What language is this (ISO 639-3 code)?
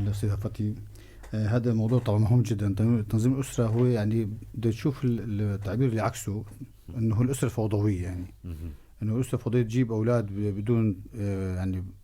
apc